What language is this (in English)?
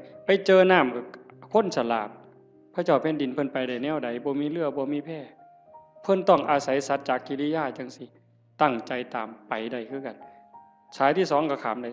Northeastern Thai